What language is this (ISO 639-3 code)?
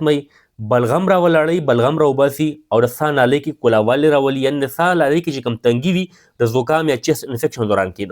pus